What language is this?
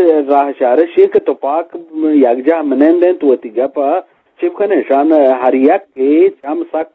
Eastern Balochi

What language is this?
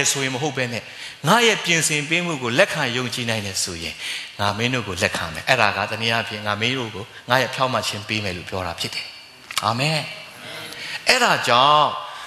Burmese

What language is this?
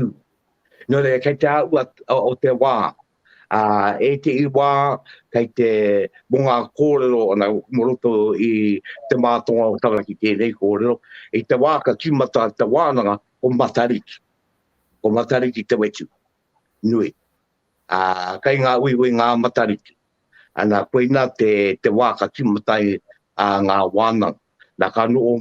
Māori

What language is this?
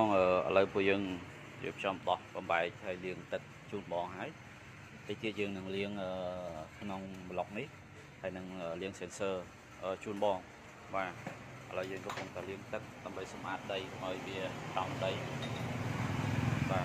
Khmer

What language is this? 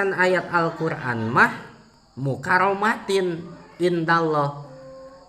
Sundanese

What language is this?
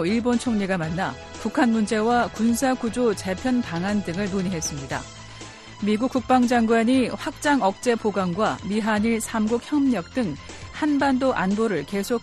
Korean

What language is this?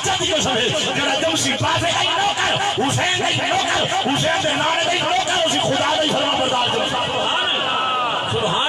Saraiki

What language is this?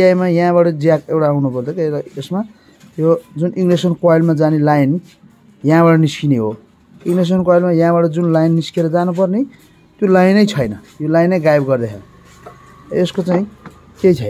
Nepali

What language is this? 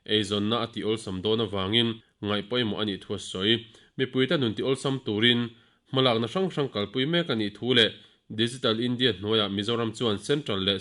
Mizo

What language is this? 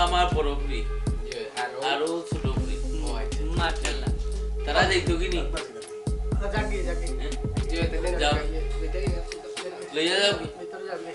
Sylheti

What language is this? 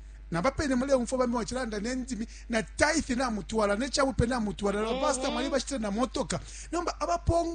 Bemba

